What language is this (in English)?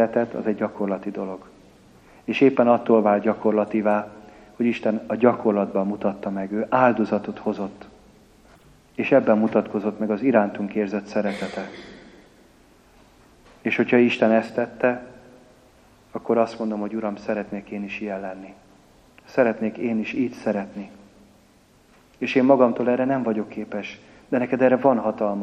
Hungarian